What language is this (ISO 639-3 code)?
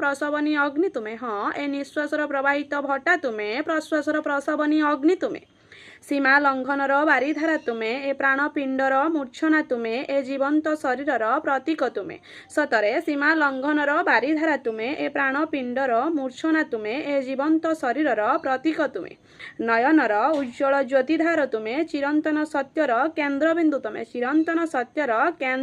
ori